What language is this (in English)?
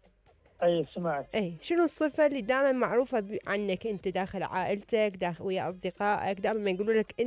Mesopotamian Arabic